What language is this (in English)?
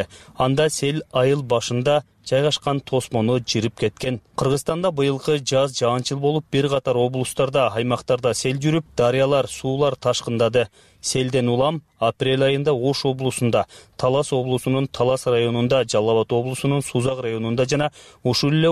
Kyrgyz